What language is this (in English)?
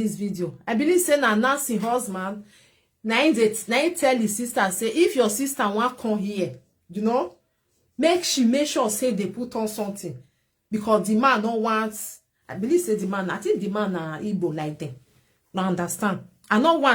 Nigerian Pidgin